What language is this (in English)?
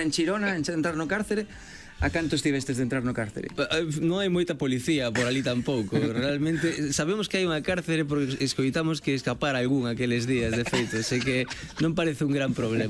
Galician